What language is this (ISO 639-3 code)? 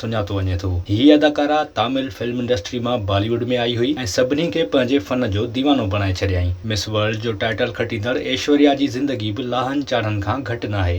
snd